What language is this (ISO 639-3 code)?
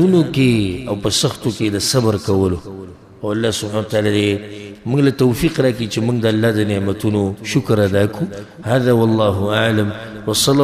pus